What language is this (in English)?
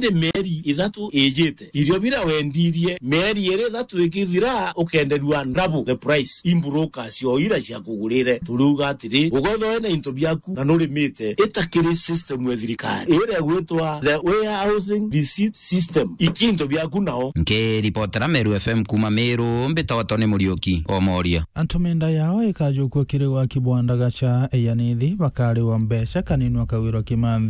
Meru